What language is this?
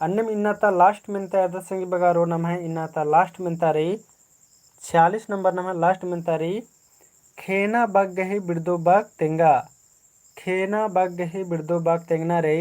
Kurukh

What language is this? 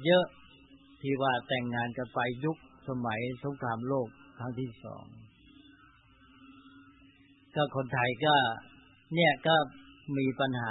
Thai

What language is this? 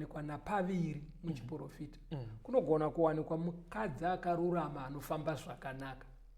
Shona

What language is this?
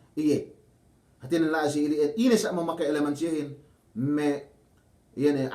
Yakan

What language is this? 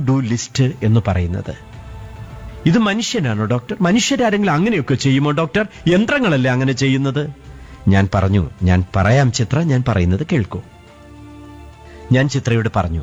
Malayalam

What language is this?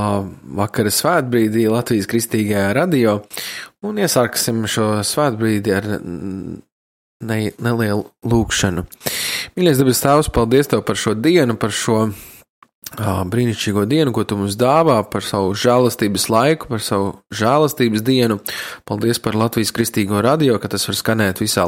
Latvian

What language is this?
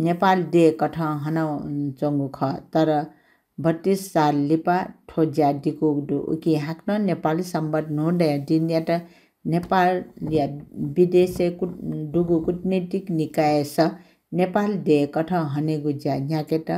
Newari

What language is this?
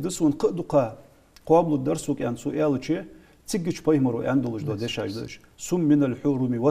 Ingush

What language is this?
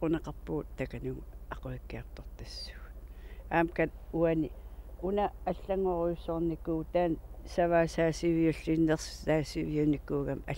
Kalaallisut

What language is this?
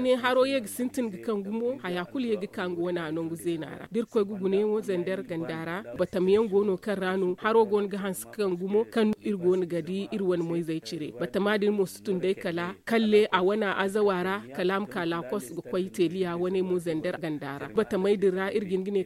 Zarma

